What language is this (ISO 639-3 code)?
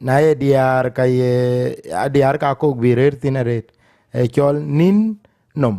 din